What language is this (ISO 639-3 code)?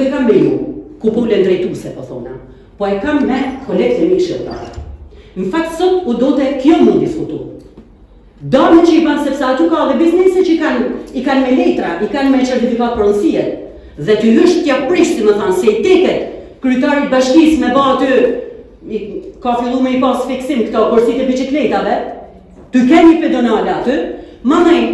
sqi